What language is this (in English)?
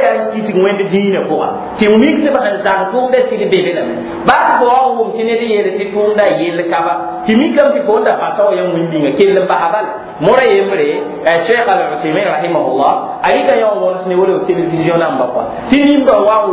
Mossi